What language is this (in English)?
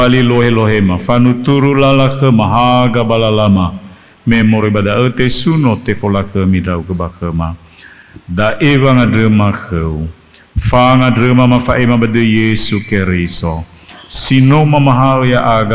Nias